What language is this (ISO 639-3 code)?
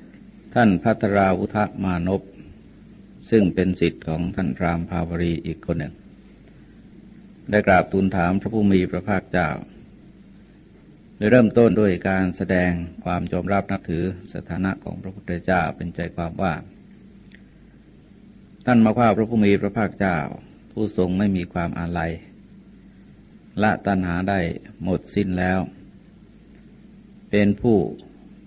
tha